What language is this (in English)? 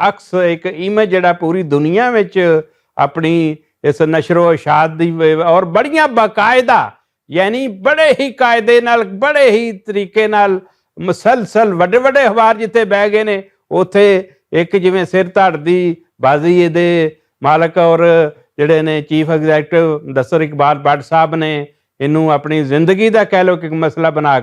Western Panjabi